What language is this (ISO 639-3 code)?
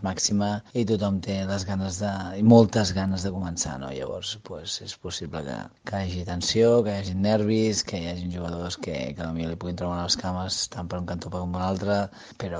cat